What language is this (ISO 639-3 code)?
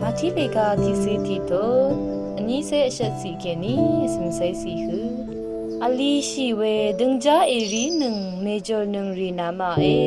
raw